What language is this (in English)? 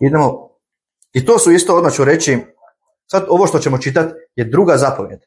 Bosnian